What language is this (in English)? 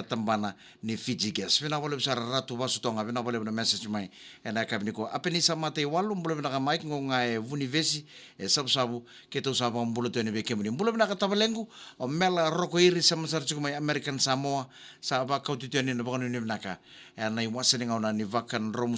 Fijian